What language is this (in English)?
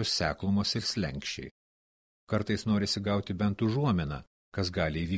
Lithuanian